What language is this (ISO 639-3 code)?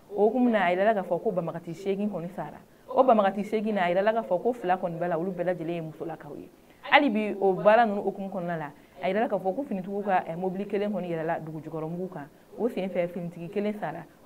bam